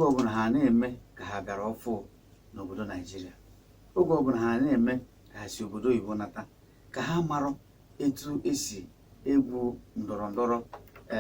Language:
Igbo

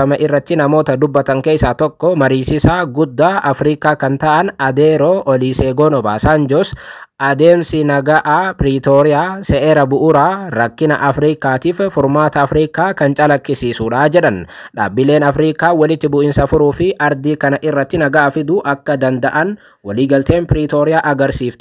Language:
Oromo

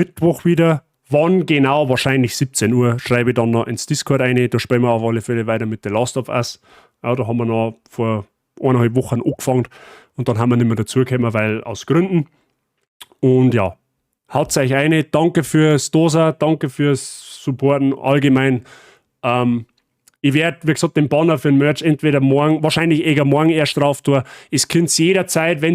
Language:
Bavarian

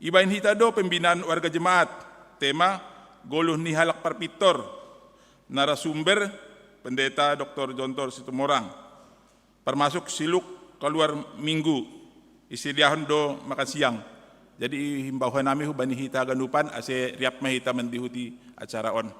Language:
Batak Simalungun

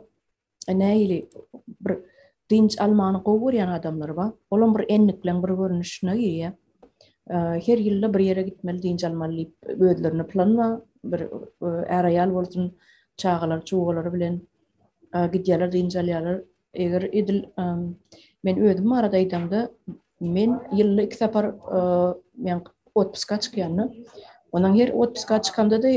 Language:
Turkmen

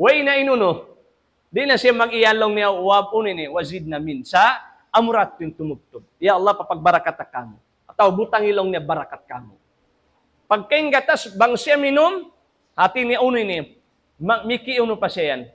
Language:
Tausug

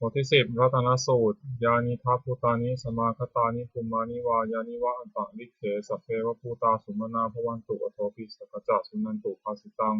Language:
Pali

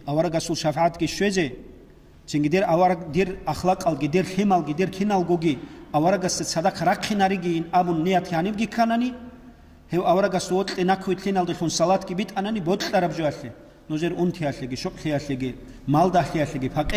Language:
Avaric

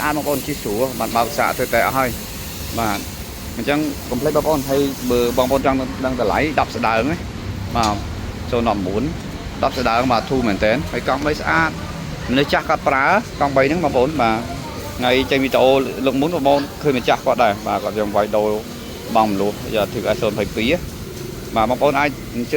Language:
Khmer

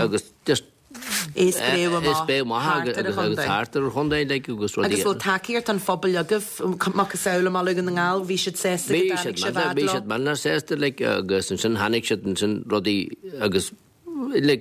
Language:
Irish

